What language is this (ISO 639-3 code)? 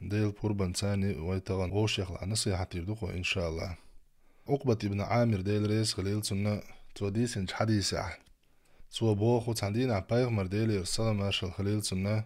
che